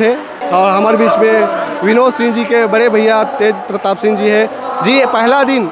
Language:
Chhattisgarhi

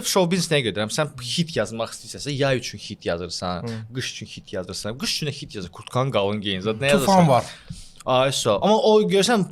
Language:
Azerbaijani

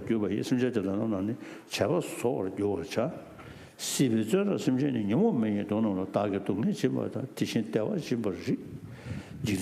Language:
Tibetan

